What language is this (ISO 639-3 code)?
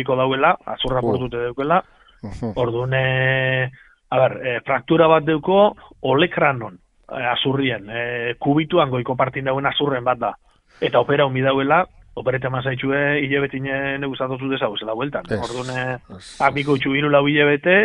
eus